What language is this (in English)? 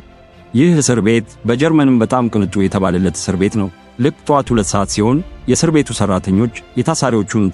Amharic